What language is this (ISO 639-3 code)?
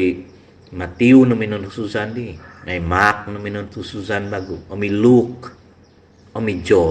dtp